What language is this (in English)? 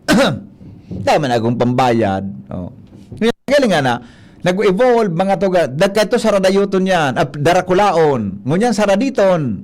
Bikol